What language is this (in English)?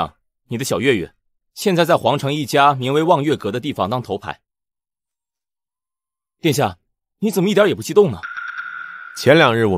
Chinese